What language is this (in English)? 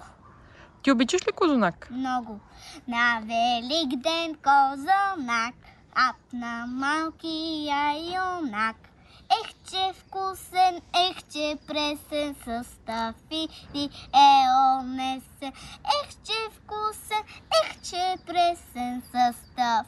Bulgarian